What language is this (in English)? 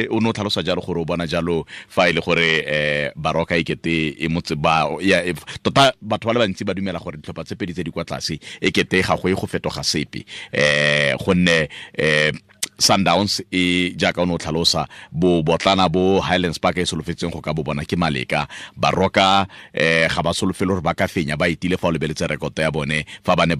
Tswana